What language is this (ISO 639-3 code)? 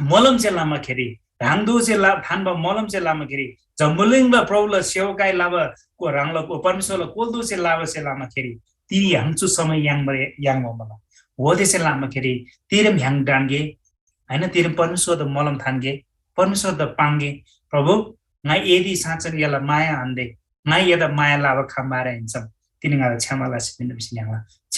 taj